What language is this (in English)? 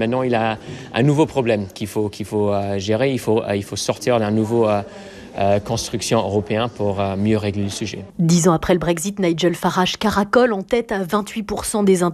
French